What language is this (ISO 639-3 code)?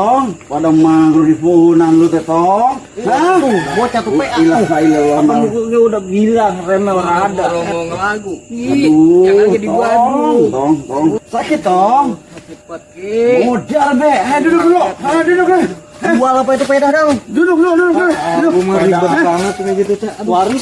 bew